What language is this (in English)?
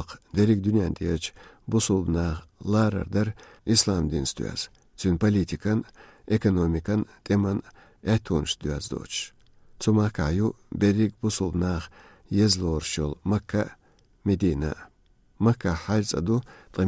Chechen